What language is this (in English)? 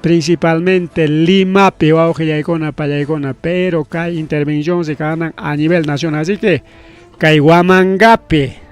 Ayacucho Quechua